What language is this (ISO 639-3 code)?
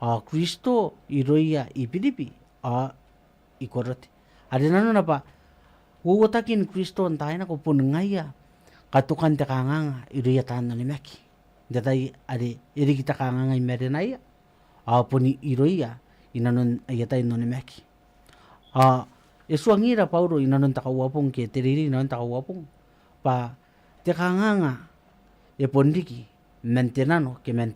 gil